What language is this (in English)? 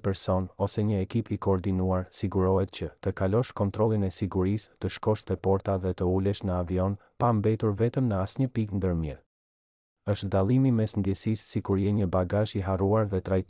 Albanian